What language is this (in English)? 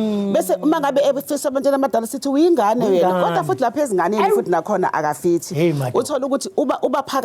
Zulu